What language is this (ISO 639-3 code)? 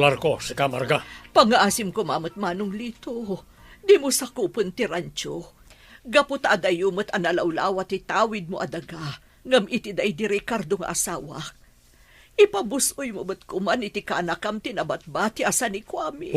ilo